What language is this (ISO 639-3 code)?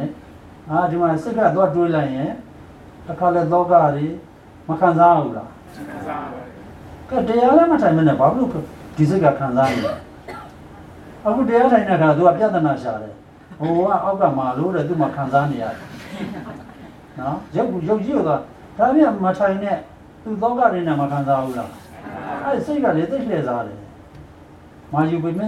mya